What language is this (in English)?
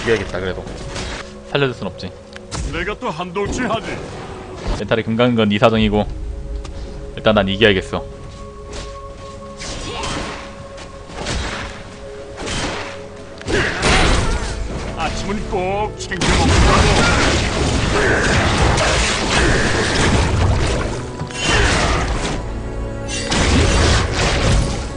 Korean